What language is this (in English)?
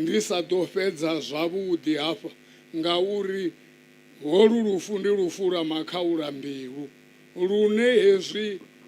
Venda